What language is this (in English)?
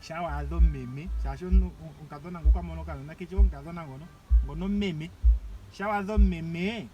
Ndonga